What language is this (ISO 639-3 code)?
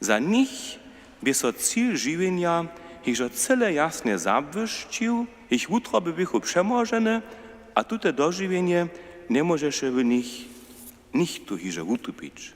hsb